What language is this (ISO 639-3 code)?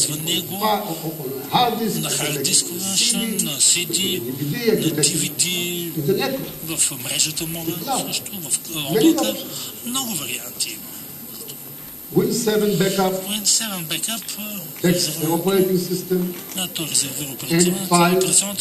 bul